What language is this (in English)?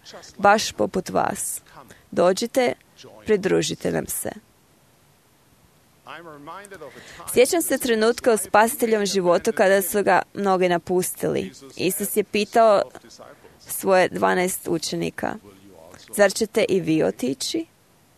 Croatian